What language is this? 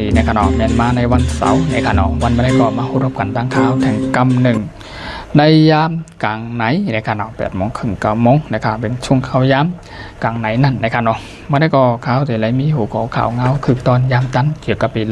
Shan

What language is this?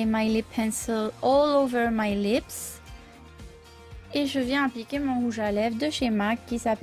French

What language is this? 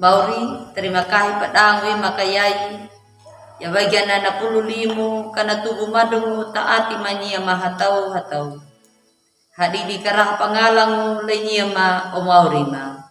Anakalangu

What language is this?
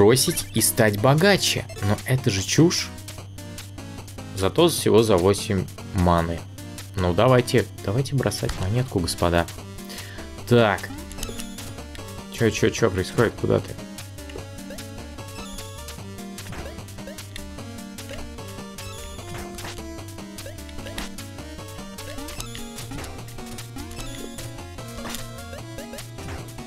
Russian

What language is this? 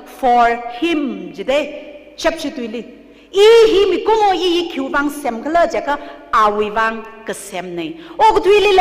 Tangkhul Naga (India)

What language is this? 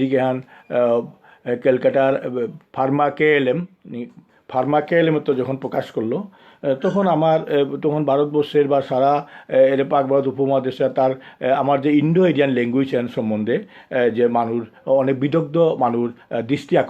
Bishnupriya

